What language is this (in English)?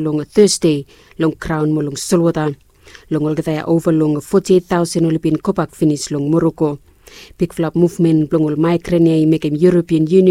Bislama